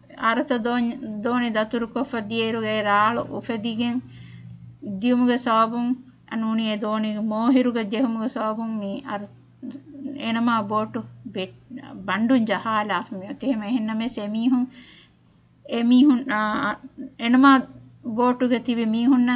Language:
Divehi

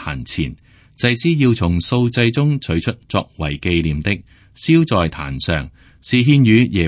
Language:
Cantonese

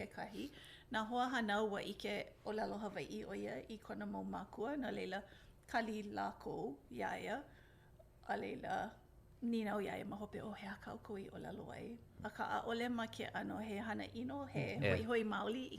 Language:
Hawaiian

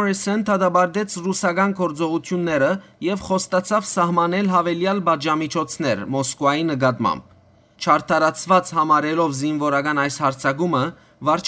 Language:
Western Armenian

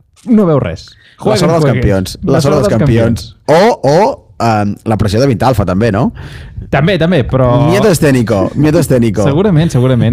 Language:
Catalan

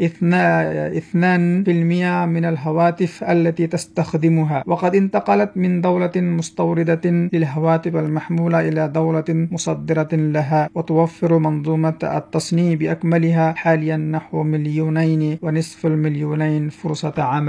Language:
Arabic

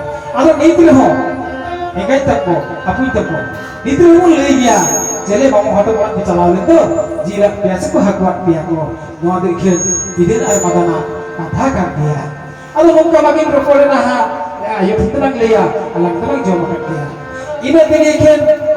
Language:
Santali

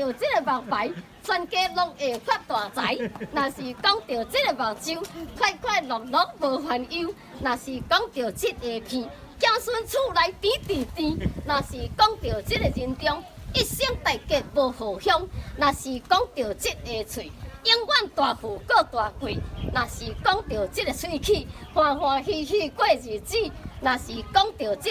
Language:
Min Nan Chinese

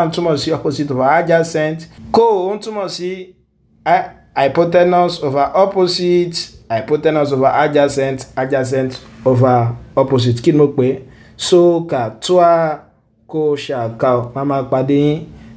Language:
Yoruba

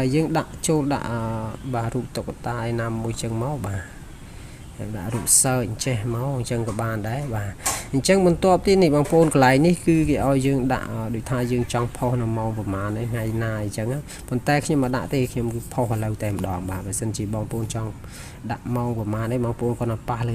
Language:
Khmer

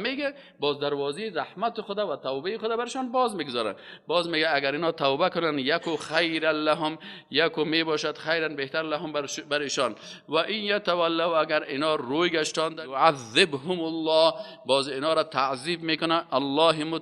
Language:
Persian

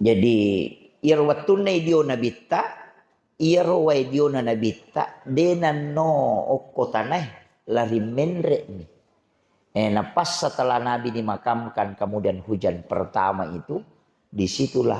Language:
Buginese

